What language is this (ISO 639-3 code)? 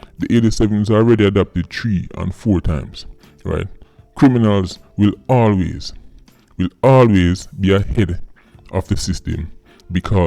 jam